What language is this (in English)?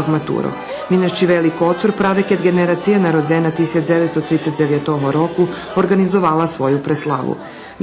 Rusyn